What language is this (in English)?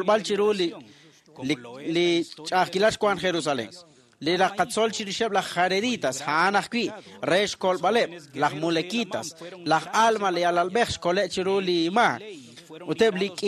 Kekchí